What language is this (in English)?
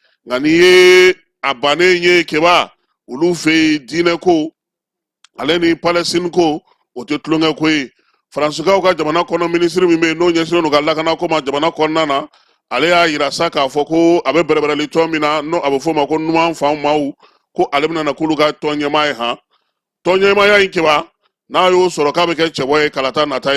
Bambara